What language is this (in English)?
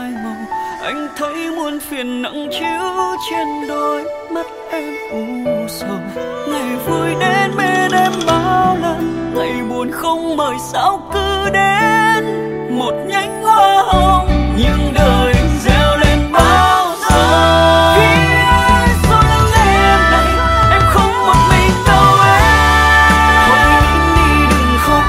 Vietnamese